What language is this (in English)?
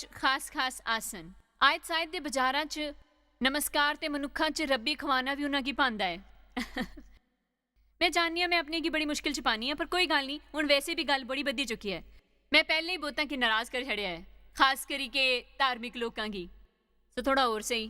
Dogri